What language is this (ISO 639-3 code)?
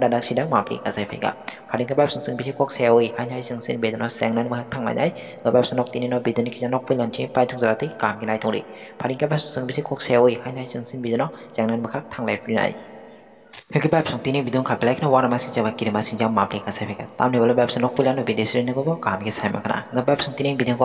trp